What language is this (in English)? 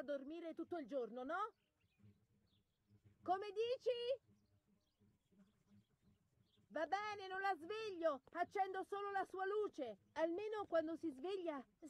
Italian